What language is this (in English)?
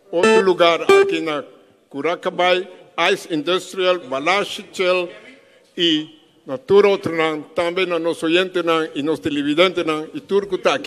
Papiamento